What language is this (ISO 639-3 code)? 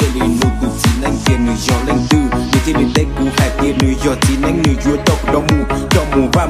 hmn